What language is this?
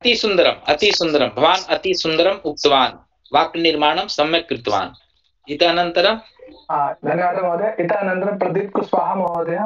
Sanskrit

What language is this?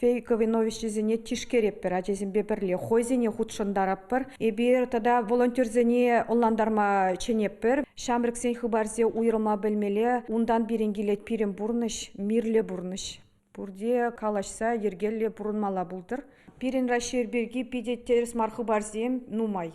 Chuvash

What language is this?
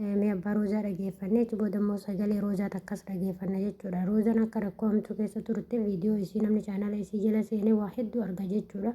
Oromo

